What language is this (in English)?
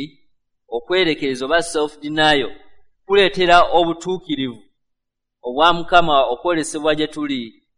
Ganda